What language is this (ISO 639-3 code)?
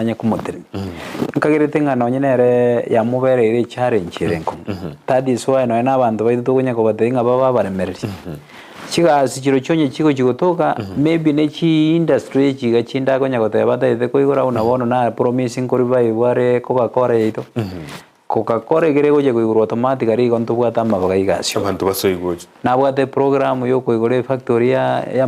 guz